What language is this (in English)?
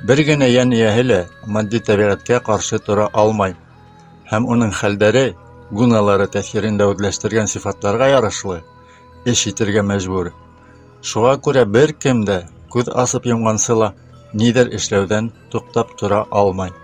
Bashkir